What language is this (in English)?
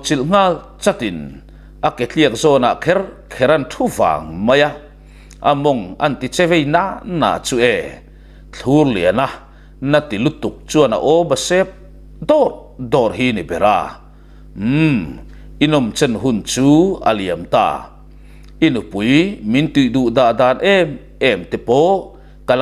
Mizo